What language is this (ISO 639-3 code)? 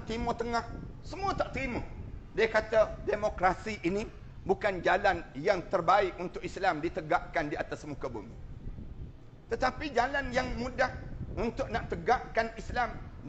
msa